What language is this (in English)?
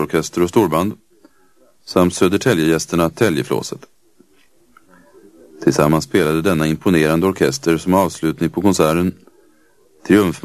Swedish